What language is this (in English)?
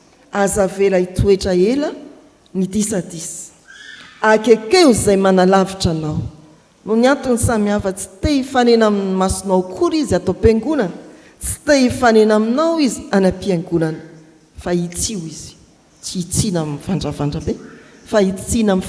Malagasy